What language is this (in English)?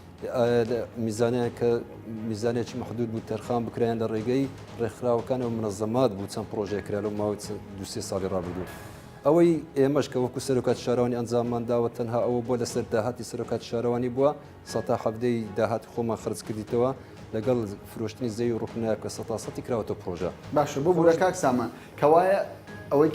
Central Kurdish